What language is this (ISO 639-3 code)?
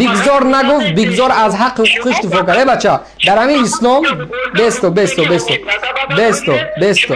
tgk